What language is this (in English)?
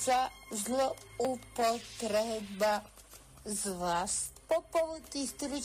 Bulgarian